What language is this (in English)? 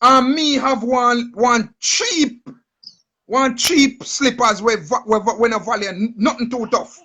Jamaican Creole English